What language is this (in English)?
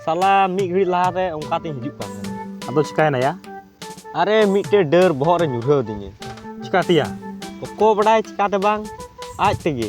Santali